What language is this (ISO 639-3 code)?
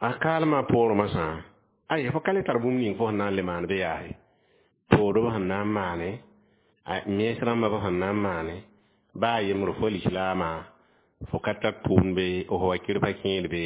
mos